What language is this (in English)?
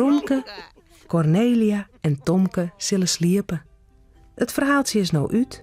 Western Frisian